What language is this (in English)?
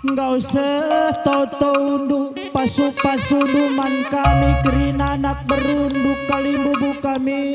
Batak Karo